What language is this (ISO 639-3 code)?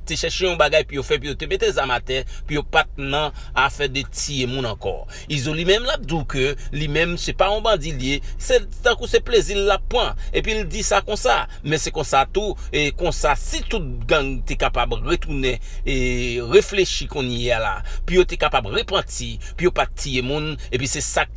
hat